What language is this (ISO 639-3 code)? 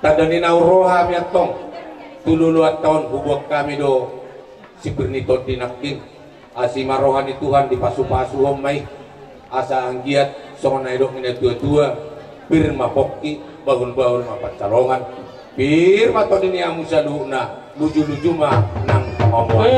bbc